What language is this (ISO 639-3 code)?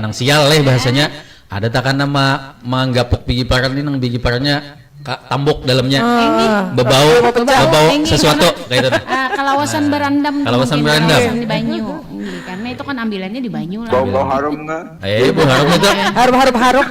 bjn